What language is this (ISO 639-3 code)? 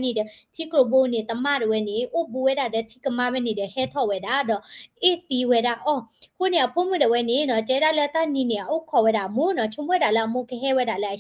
ksw